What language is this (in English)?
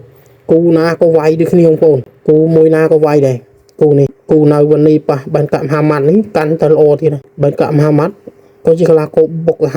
Khmer